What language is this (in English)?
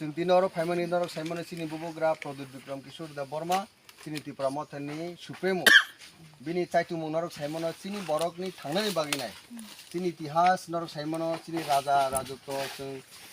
Kok Borok